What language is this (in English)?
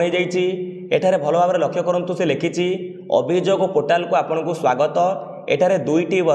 Odia